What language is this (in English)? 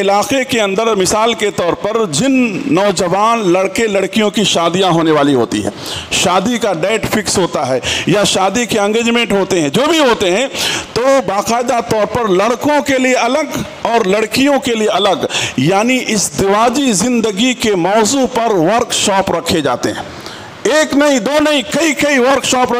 Urdu